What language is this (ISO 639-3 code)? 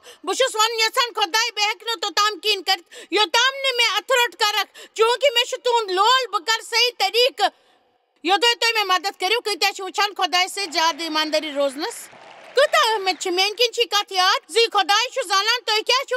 kas